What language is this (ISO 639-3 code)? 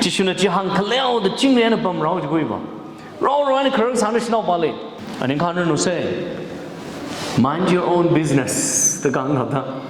nmf